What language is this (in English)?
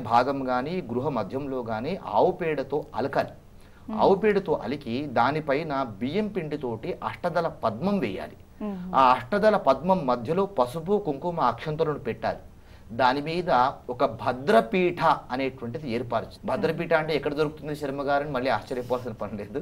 Telugu